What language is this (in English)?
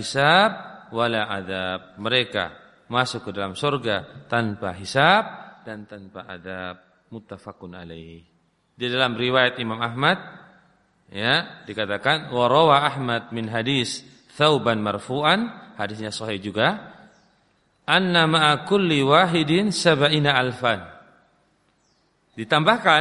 Indonesian